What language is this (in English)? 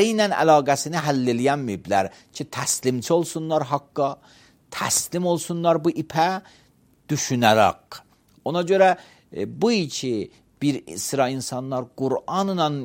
Azerbaijani